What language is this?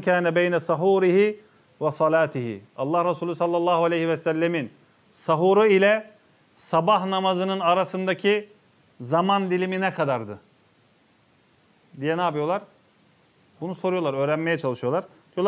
Turkish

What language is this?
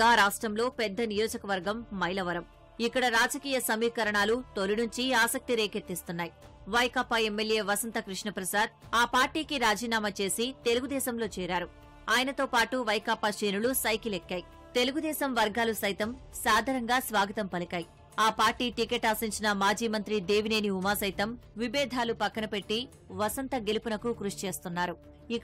Telugu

